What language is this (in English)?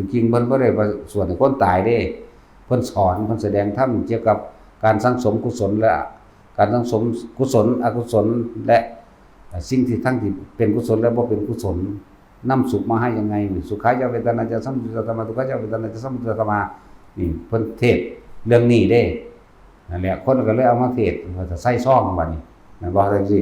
Northeastern Thai